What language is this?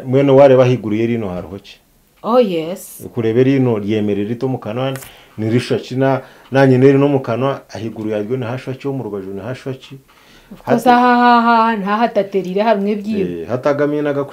Nyankole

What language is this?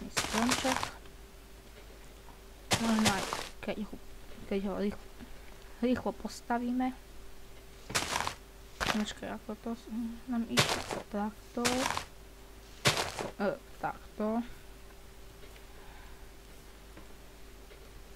Slovak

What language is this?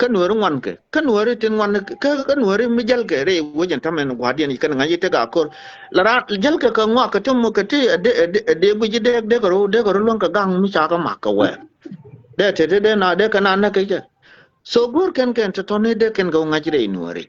Nuer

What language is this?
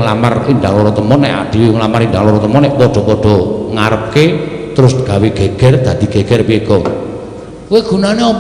Javanese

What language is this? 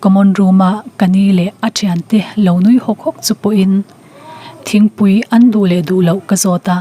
Mizo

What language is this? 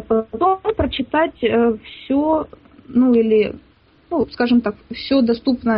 Russian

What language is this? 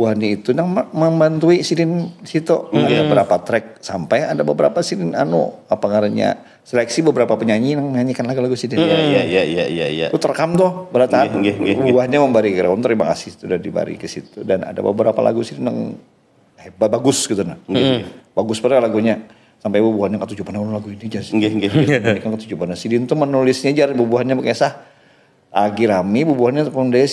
Banjar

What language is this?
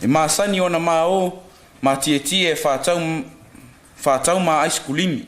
Samoan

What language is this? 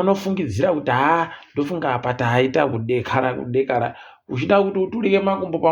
Ndau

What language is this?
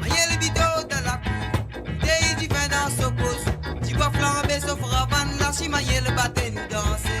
Morisyen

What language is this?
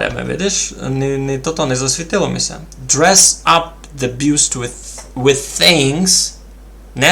Rusyn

